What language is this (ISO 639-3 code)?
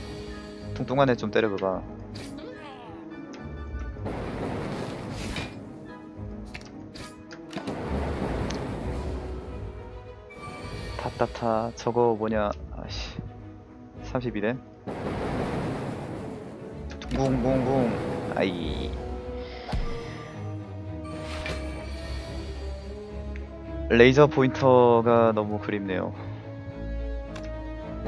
kor